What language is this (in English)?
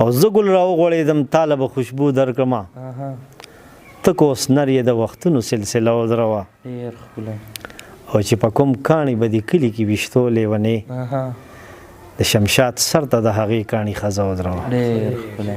Pashto